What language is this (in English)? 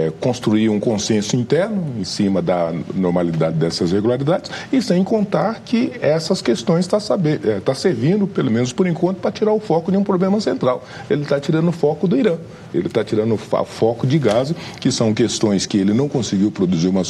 Portuguese